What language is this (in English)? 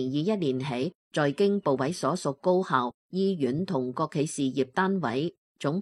Cantonese